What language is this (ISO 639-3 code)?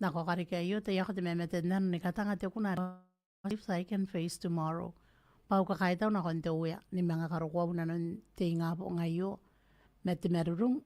gil